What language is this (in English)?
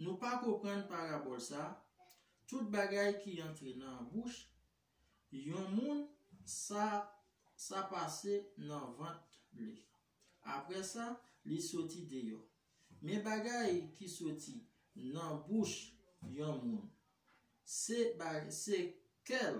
Haitian Creole